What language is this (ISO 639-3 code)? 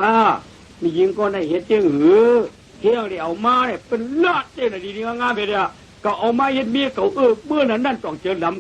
shn